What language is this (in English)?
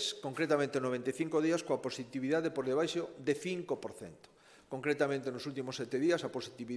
Galician